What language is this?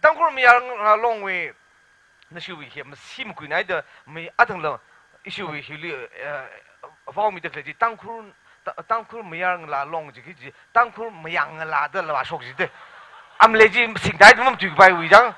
Tangkhul Naga (India)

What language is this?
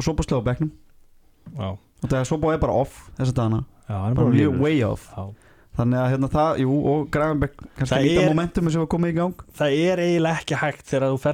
Icelandic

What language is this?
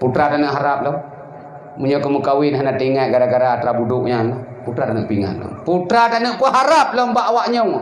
Achinese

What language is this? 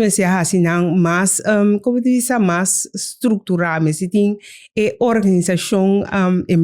Papiamento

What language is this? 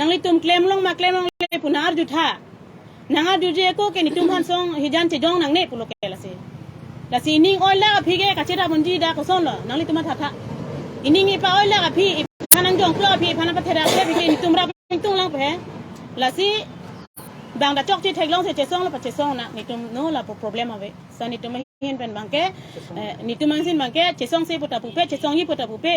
Karbi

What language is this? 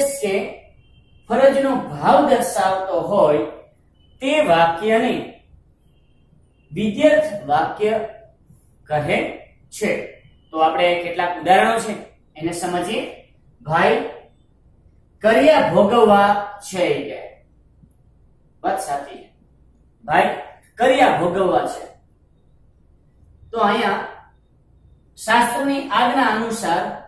Gujarati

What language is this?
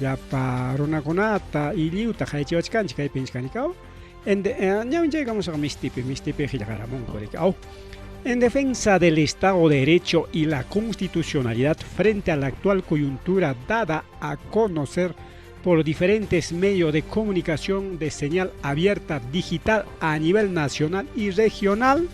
Ayacucho Quechua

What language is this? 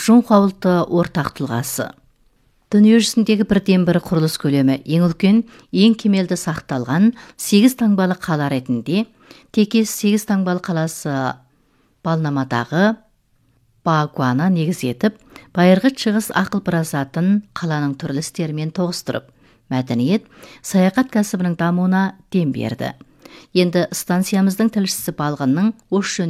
Kazakh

